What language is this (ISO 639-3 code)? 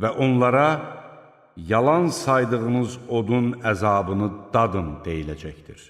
aze